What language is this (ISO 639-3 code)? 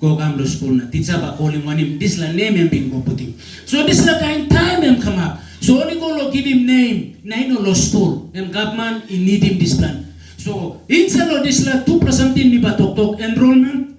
tpi